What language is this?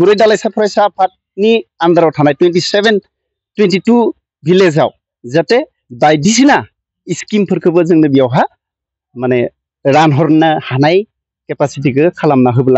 Bodo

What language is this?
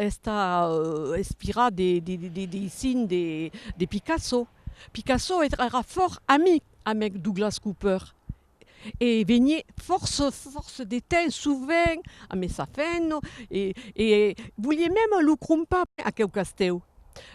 Occitan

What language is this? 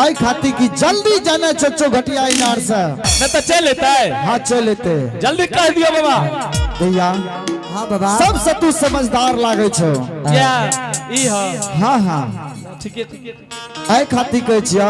Angika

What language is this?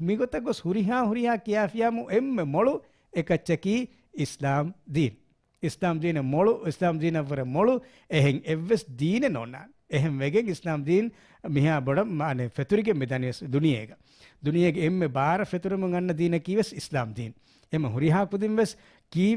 Divehi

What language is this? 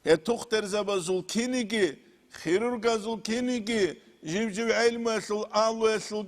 Avaric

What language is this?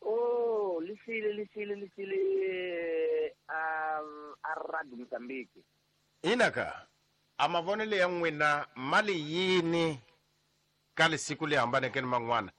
Tsonga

